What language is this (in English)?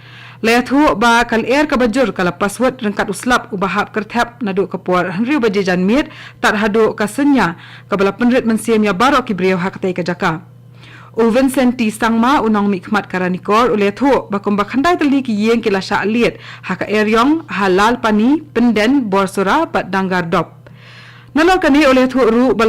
Khasi